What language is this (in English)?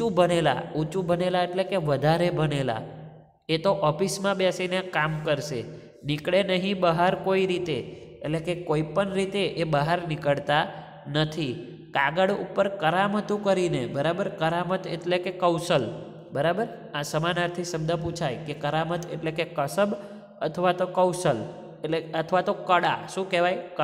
Gujarati